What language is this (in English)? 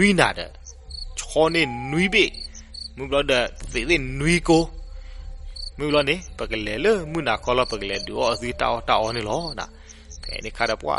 S'gaw Karen